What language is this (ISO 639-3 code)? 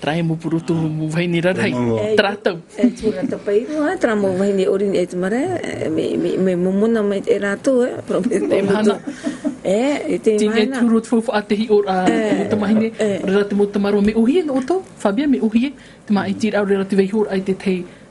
tah